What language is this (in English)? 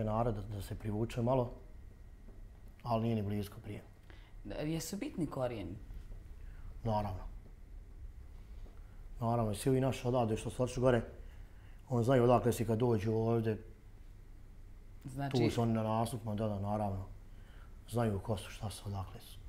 Bosnian